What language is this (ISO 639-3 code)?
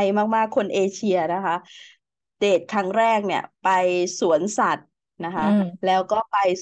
tha